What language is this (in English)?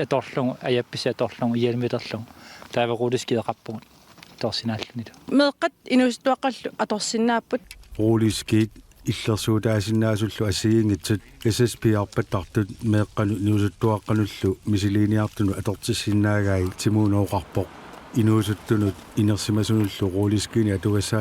Kalaallisut